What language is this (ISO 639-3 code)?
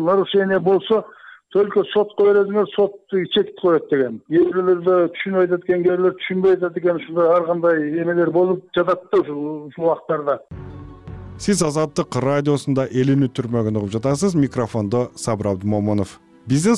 kir